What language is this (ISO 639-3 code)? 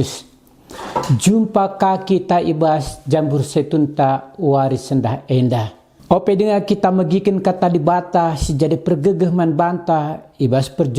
btx